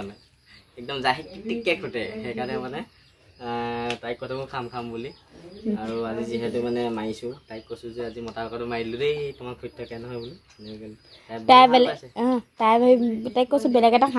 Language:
Assamese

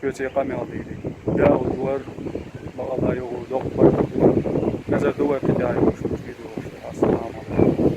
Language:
Chechen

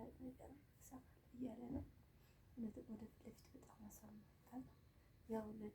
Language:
Amharic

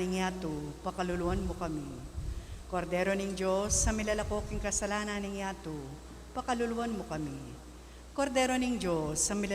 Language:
Pampanga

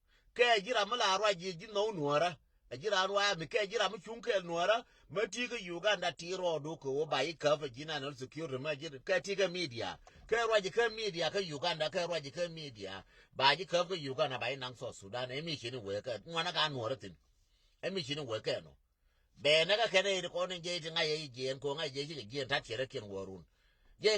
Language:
Nuer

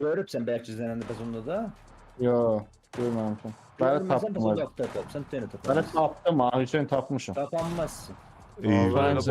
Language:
South Azerbaijani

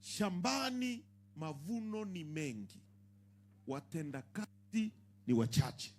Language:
Swahili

